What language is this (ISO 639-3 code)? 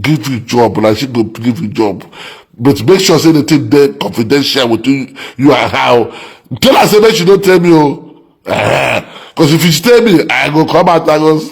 ibo